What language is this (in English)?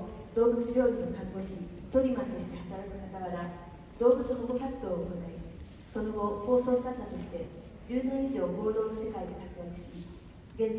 Japanese